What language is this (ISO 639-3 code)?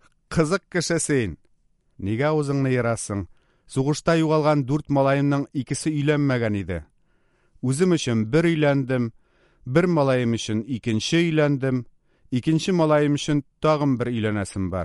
tat